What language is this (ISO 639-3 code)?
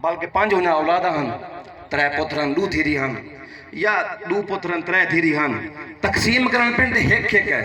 skr